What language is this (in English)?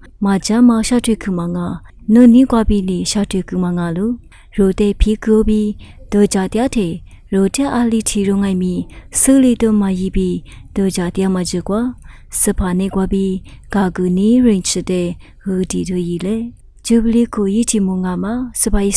Lisu